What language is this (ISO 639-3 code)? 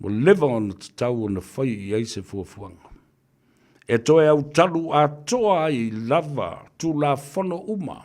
smo